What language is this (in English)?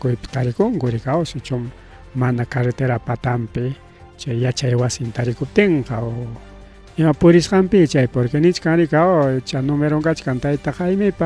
Ayacucho Quechua